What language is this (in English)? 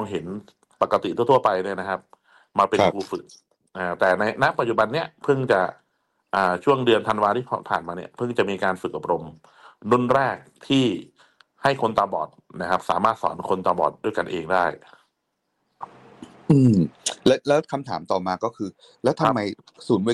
Thai